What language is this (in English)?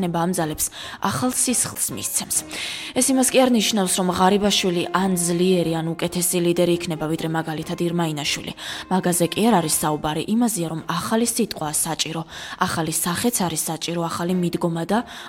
Georgian